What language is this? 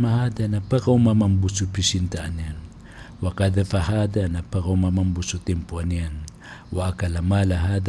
Maranao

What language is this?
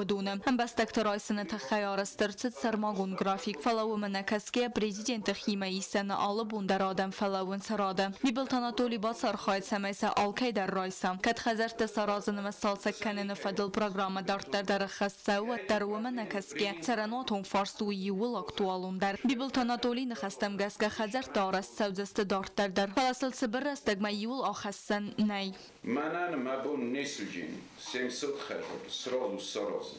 Ossetic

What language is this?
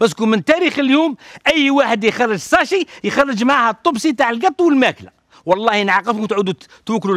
Algerian Arabic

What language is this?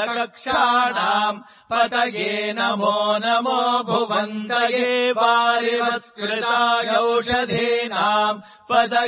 Sanskrit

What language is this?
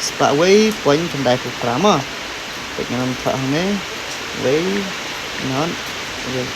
Khasi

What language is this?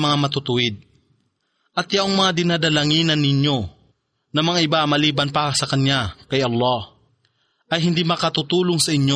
Filipino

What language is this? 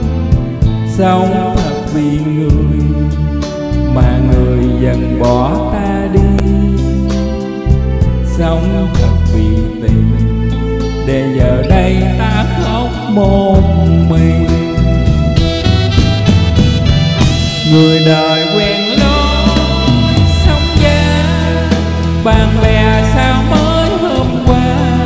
Vietnamese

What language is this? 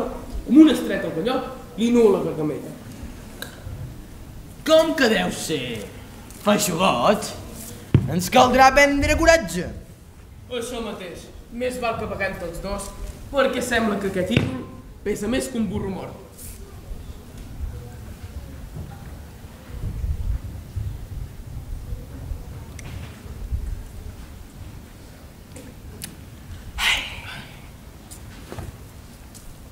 Catalan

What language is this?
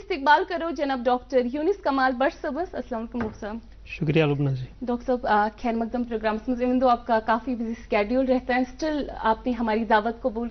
Kashmiri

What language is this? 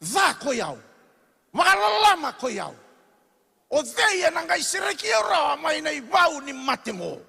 Fijian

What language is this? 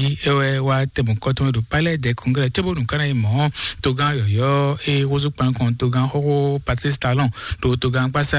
Fon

